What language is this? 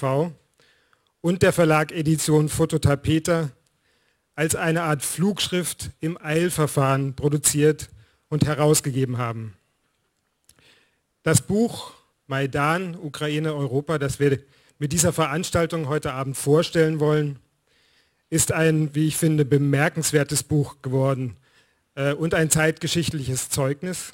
German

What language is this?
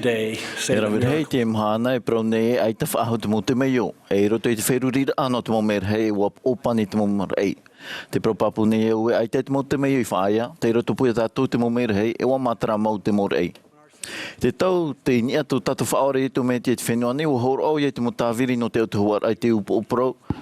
Tahitian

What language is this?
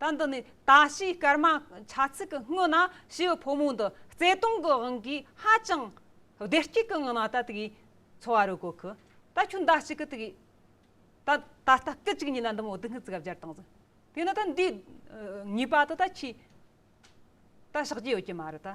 Tibetan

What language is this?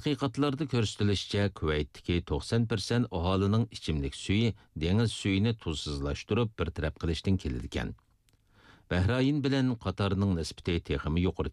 Uyghur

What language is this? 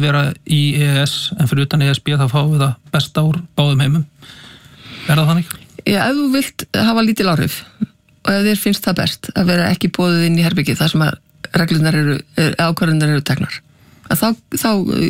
Icelandic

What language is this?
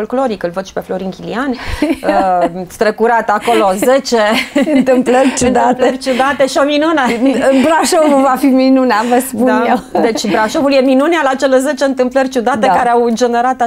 Romanian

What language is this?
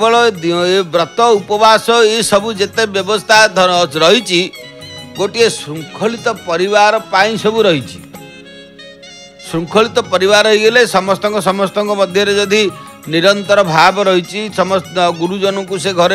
Odia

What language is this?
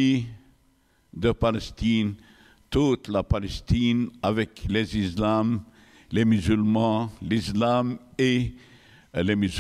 French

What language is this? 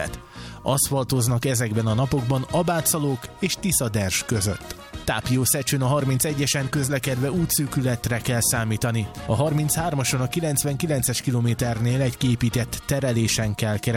Hungarian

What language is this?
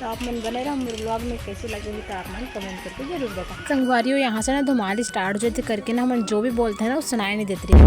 Chhattisgarhi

